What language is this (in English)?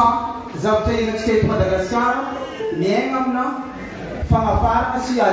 Malagasy